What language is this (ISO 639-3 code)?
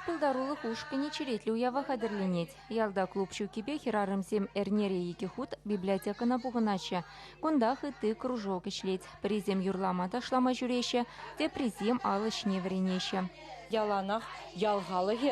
chv